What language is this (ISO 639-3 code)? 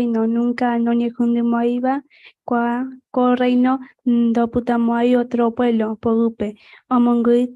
grn